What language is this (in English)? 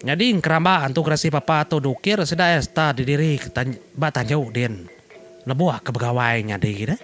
Iban